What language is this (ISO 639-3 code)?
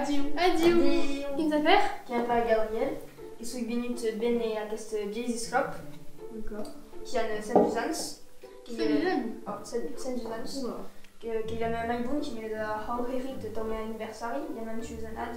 oci